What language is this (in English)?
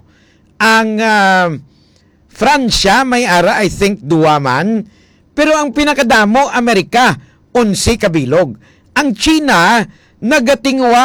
Hiligaynon